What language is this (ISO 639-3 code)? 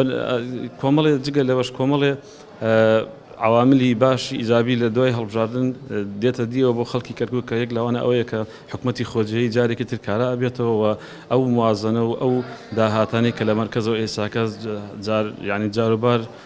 ckb